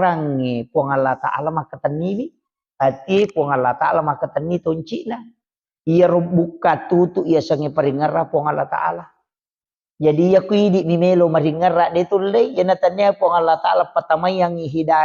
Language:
Buginese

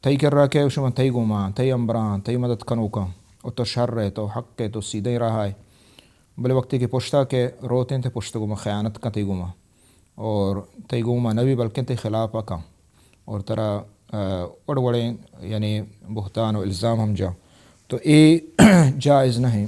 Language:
Baluchi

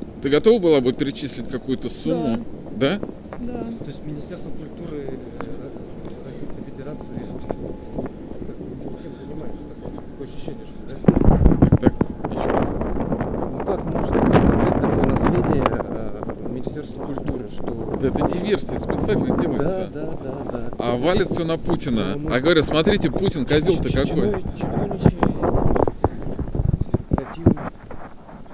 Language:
Russian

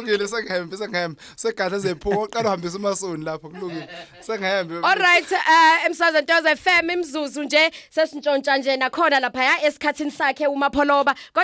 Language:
Zulu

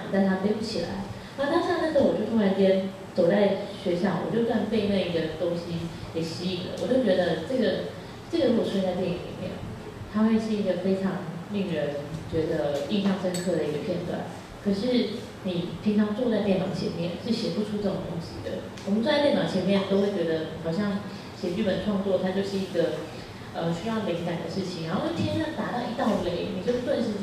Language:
Chinese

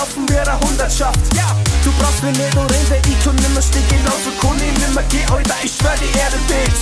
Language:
Bavarian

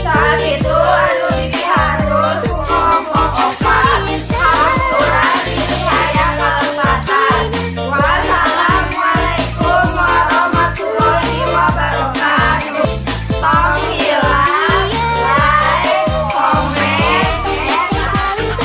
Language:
Sundanese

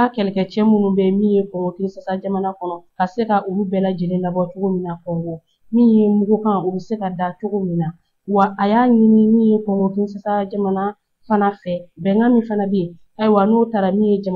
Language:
Bambara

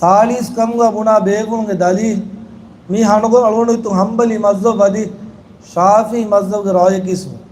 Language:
Divehi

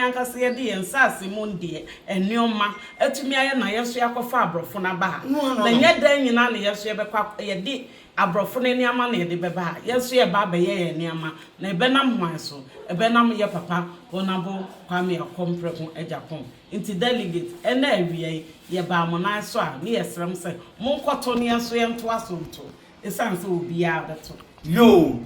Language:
Akan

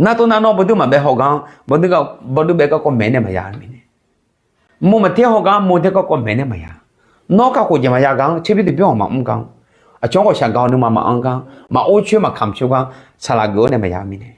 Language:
Akha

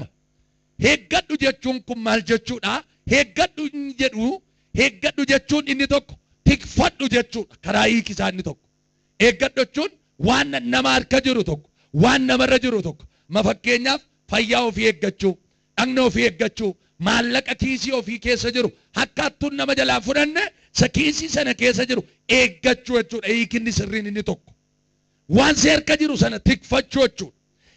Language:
Oromo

